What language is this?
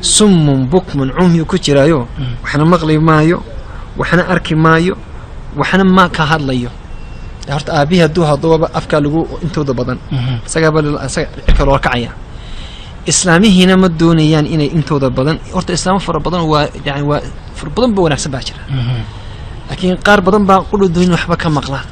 Somali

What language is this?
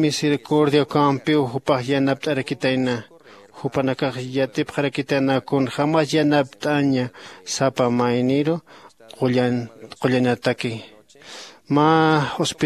Aymara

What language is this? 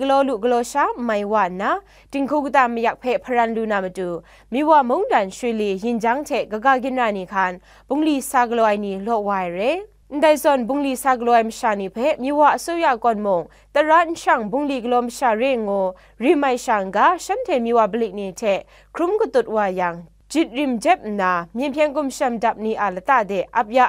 Kachin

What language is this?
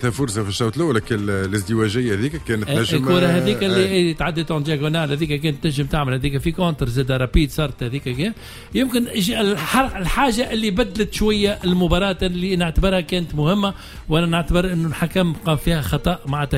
Tunisian Arabic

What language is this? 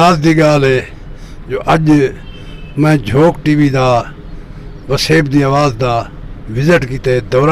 Saraiki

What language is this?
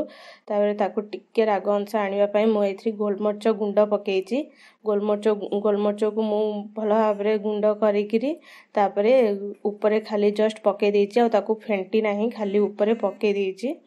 Odia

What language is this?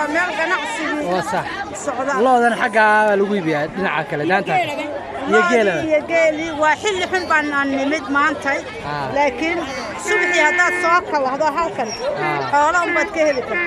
Somali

